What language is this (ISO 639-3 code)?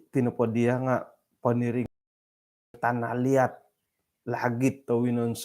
dtp